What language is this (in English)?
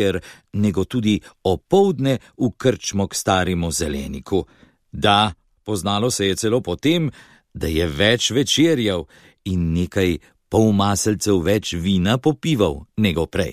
Slovenian